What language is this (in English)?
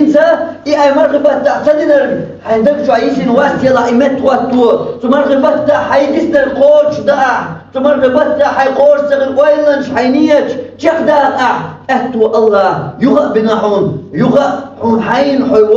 Chechen